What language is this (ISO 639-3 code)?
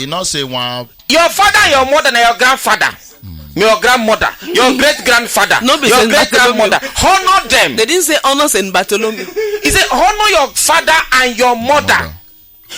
pcm